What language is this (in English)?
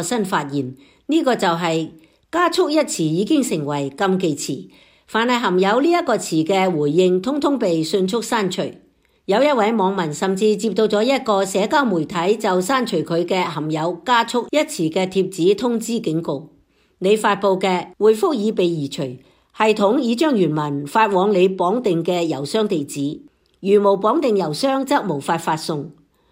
Cantonese